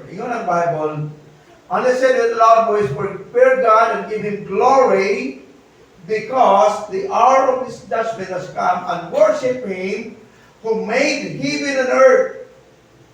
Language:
Cebuano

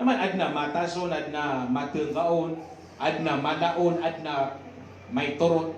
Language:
Maranao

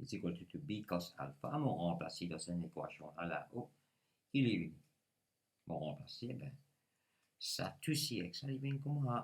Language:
Morisyen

